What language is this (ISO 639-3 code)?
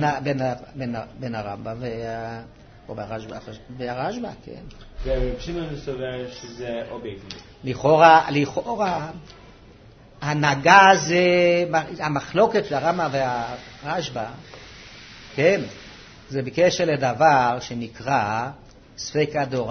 heb